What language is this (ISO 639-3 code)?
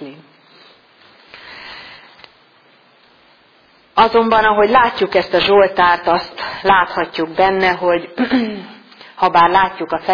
hun